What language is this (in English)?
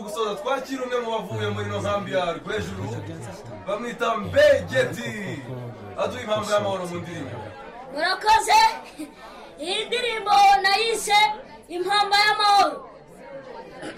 Kinyarwanda